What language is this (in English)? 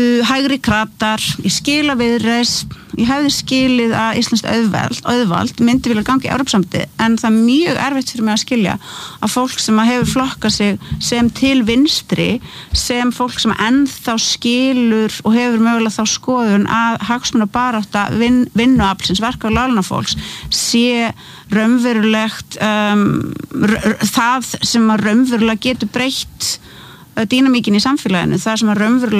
Icelandic